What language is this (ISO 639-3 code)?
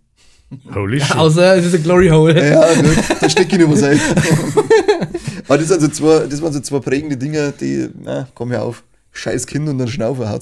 bar